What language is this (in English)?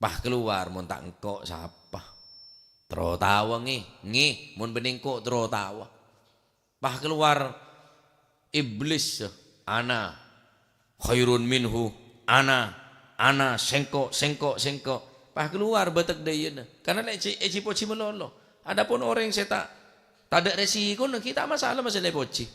Madurese